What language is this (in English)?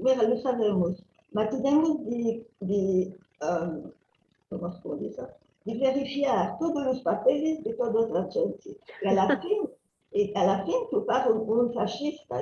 Ladino